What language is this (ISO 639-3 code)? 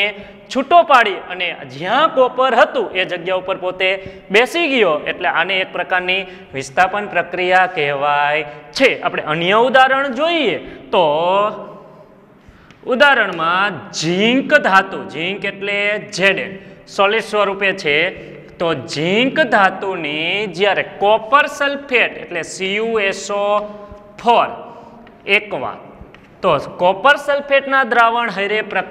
guj